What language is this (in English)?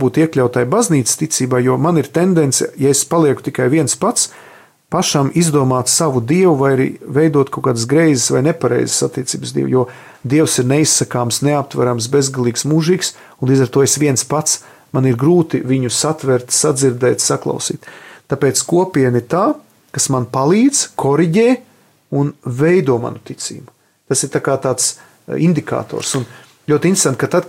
Latvian